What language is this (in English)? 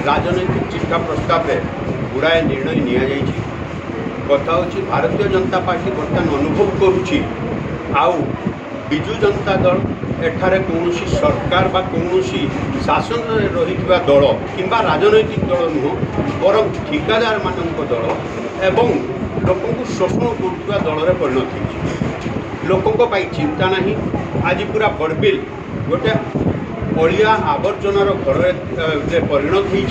Odia